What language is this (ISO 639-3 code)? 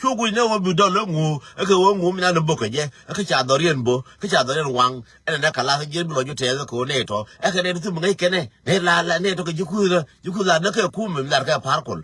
nus